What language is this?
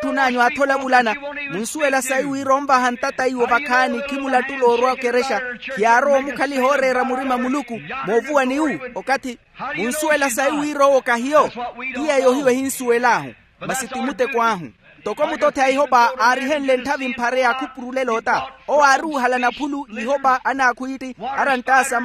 Makhuwa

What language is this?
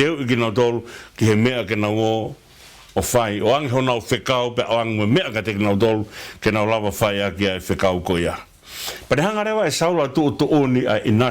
Tongan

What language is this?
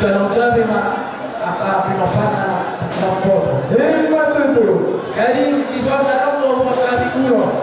Batak Toba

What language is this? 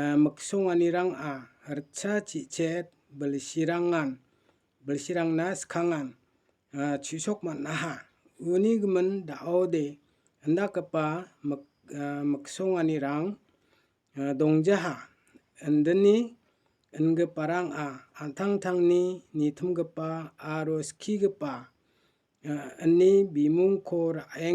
Garo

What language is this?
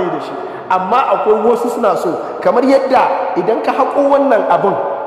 Hausa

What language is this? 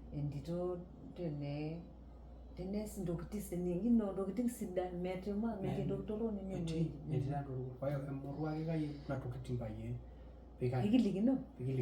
Masai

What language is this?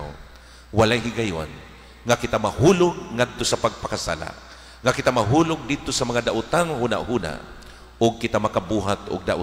Cebuano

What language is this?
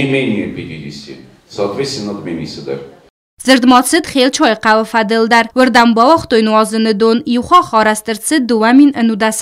Ossetic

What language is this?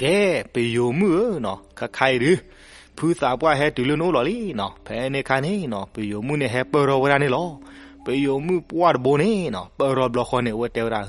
S'gaw Karen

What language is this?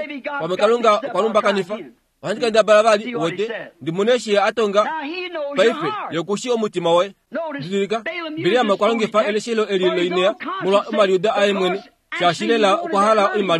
Kuanyama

